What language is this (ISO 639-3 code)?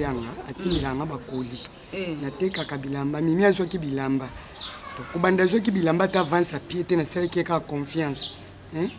lin